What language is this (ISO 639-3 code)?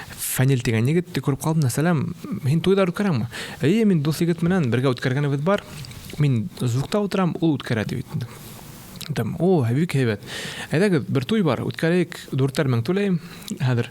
bak